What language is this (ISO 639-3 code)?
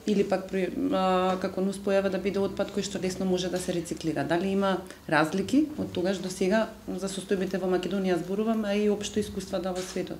mkd